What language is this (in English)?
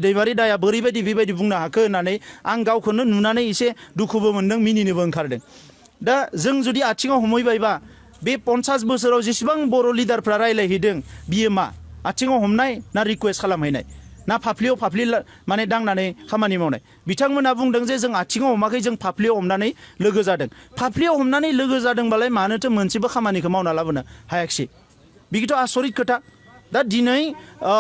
Bodo